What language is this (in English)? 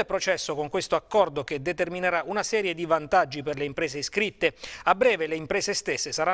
Italian